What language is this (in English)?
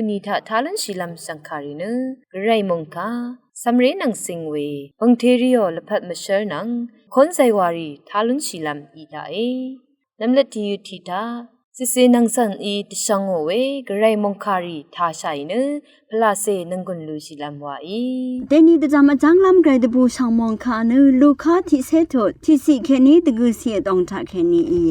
Rawang